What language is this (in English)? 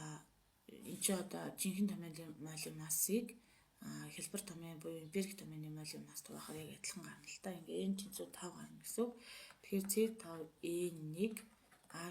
Mongolian